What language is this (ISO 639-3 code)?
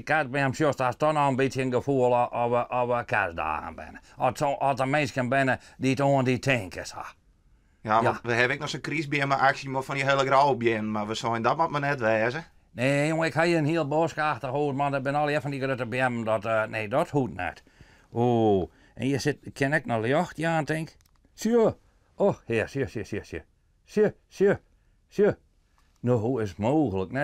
fry